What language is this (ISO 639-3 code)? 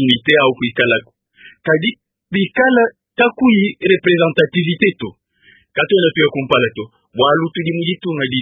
lua